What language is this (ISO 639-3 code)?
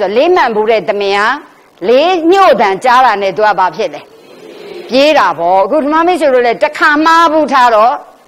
mya